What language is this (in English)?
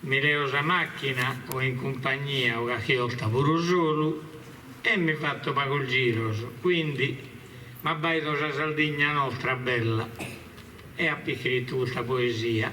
Sardinian